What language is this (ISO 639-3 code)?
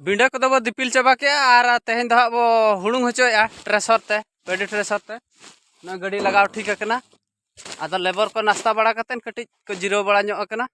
sat